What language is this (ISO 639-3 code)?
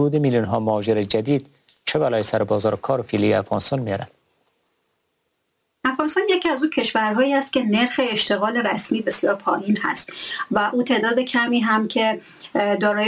fas